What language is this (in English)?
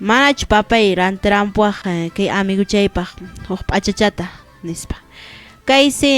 Quechua